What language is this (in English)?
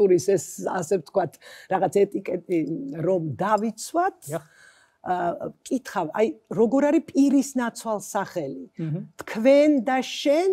Georgian